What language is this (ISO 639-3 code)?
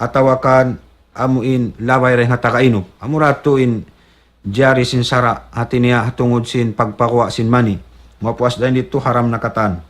tsg